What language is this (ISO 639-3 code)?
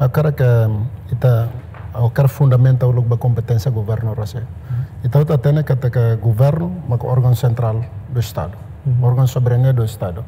tet